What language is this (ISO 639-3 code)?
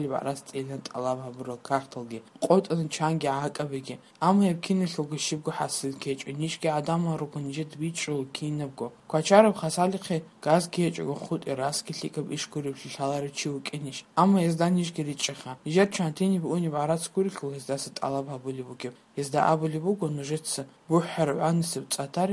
ava